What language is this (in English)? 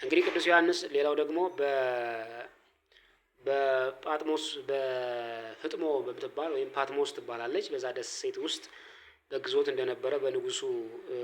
Amharic